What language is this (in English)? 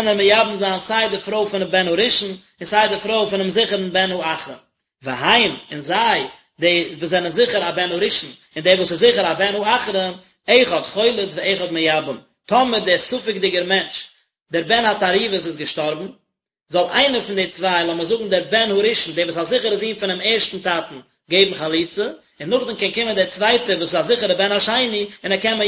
Yiddish